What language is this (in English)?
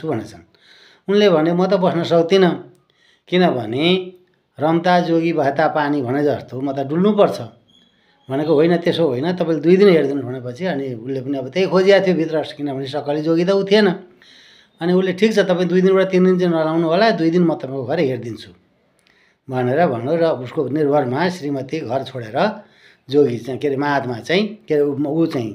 Nepali